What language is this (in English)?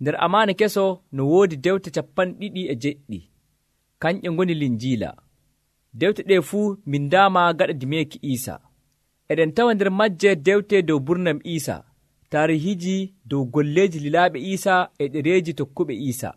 Nigerian Fulfulde